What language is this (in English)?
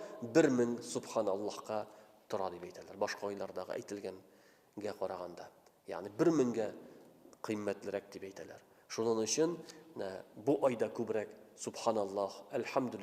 Tatar